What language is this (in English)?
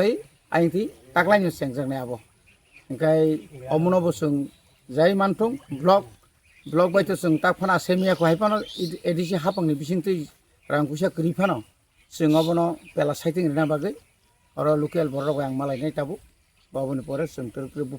Kok Borok